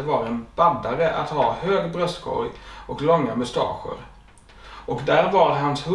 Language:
Swedish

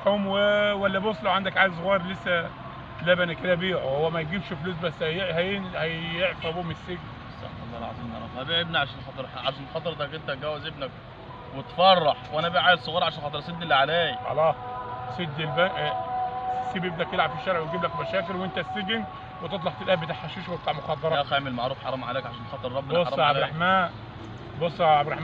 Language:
Egyptian Arabic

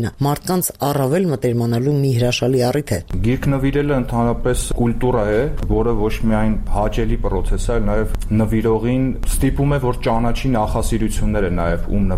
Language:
Armenian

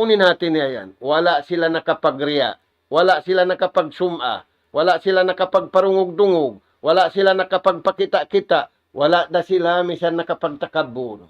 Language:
Tausug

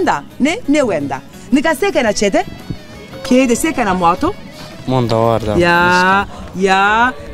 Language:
Zaza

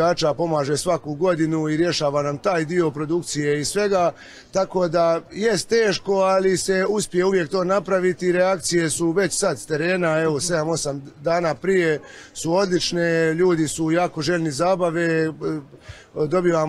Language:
Croatian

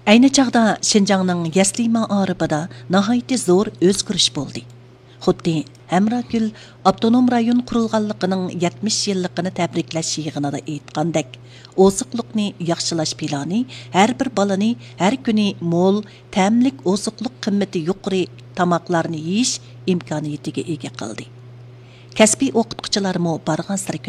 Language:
Uyghur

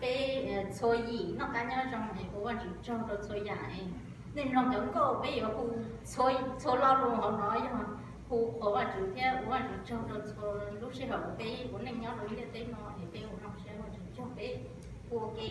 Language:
Hmong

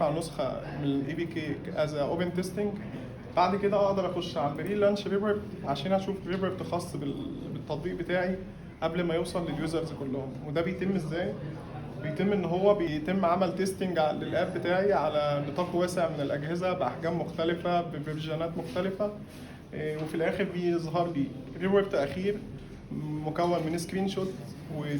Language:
Egyptian Arabic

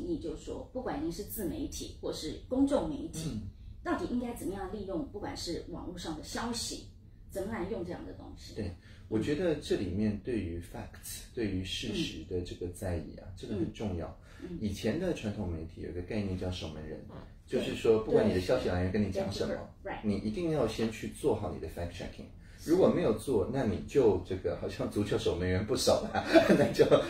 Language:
Chinese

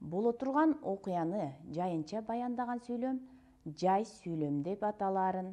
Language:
Kyrgyz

